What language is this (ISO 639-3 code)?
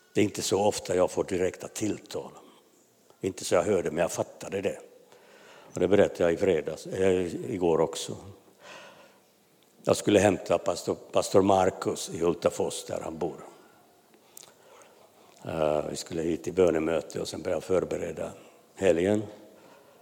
swe